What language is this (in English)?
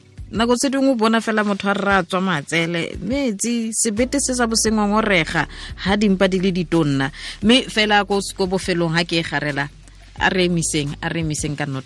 Northern Sotho